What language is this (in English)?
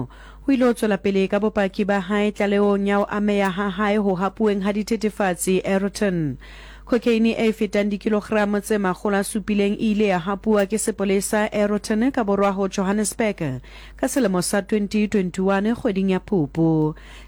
Southern Sotho